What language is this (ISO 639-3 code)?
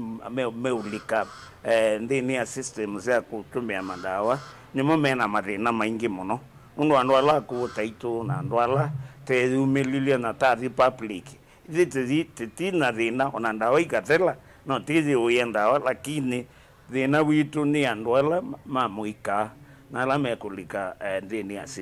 kam